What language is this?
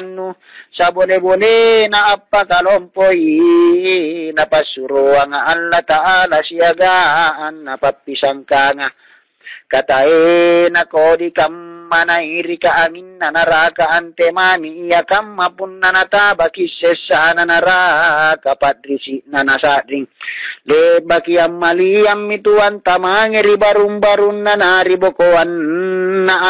Makasar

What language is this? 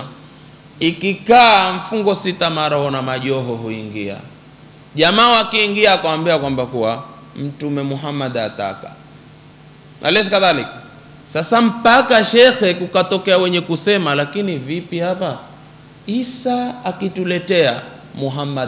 Swahili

